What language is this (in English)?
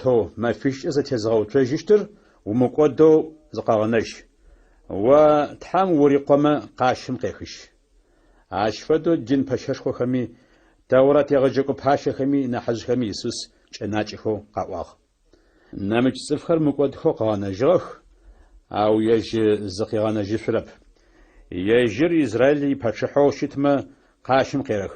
Adyghe